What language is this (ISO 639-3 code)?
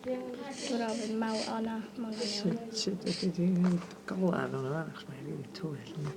cym